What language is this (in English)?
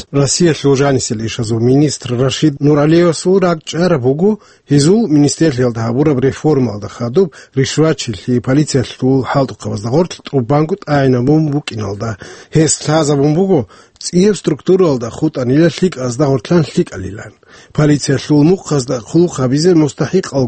Avaric